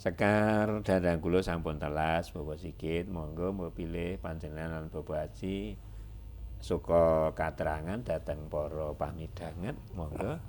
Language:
Javanese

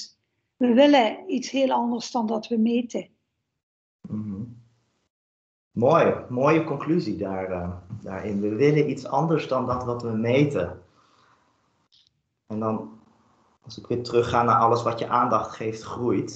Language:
Dutch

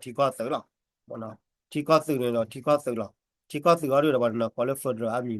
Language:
S'gaw Karen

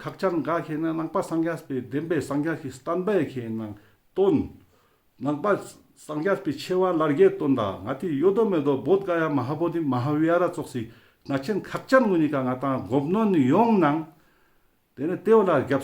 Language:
Ladakhi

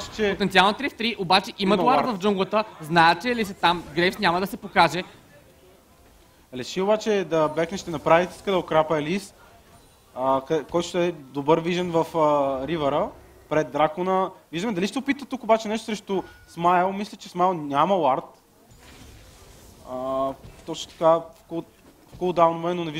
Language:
Bulgarian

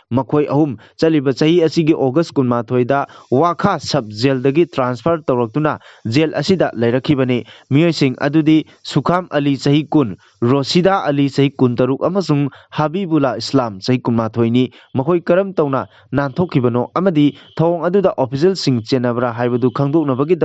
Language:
Manipuri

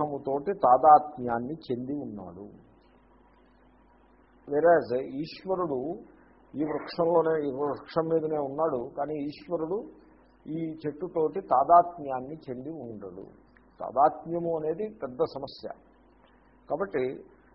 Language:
Telugu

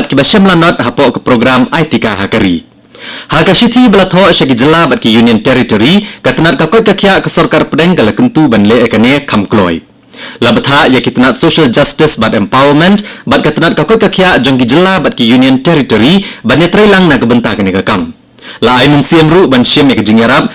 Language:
Khasi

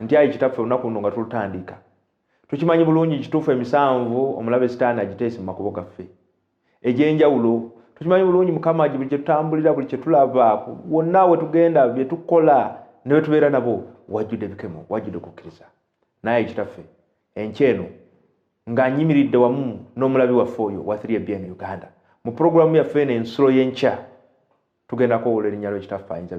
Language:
Ganda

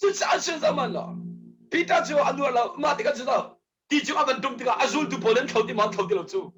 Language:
Hakha Chin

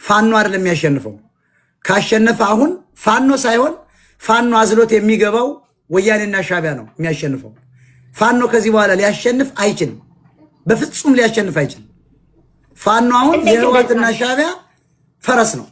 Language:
Amharic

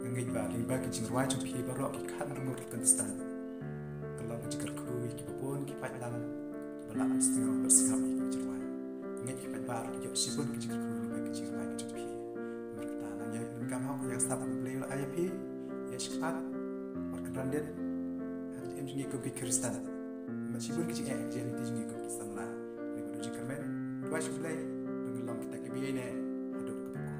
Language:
Khasi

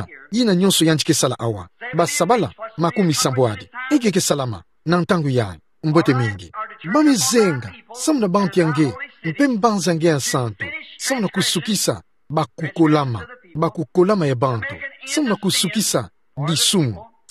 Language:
Kituba (Democratic Republic of Congo)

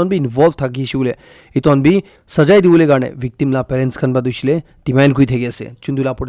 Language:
Naga Pidgin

